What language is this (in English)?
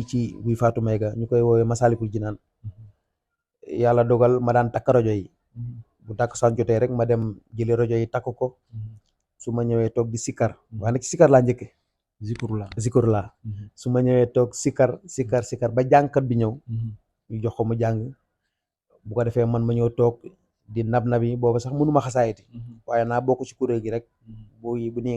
Wolof